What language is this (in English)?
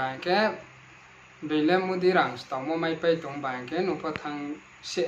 Riang (India)